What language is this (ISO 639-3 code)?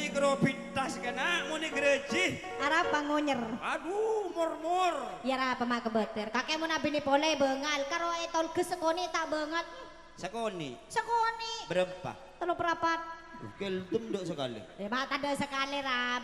mad